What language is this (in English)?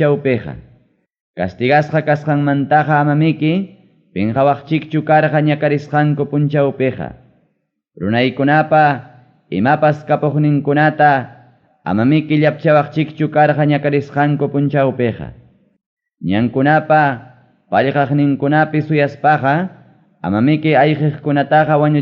Ayacucho Quechua